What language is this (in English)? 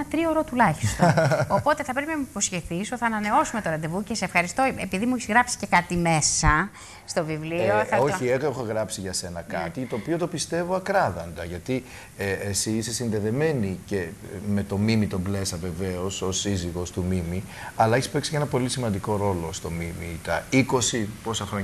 Greek